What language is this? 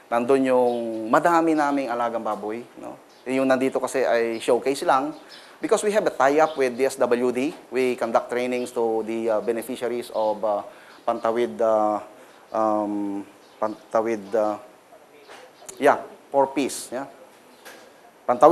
Filipino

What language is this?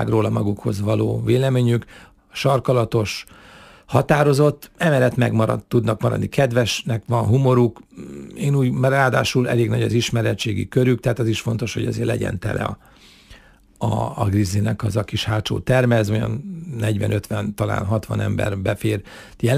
Hungarian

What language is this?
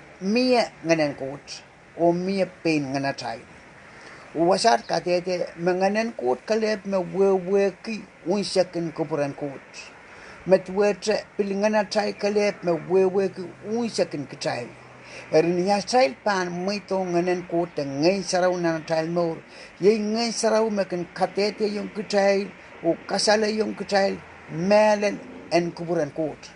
Pohnpeian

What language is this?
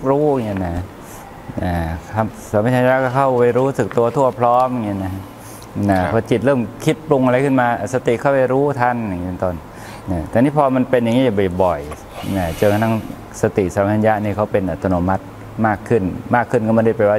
Thai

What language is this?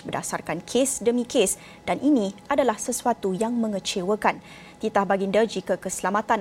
Malay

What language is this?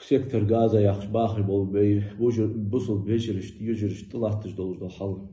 Ingush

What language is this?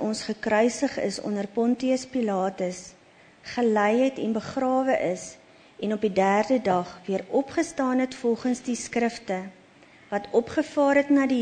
Afrikaans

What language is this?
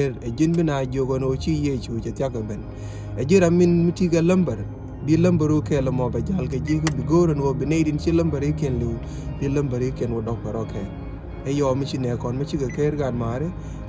Nuer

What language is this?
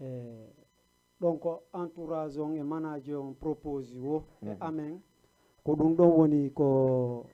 Fula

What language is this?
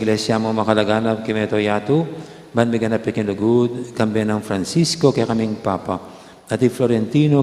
Pampanga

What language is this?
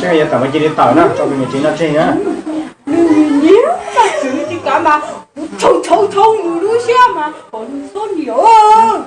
Hmong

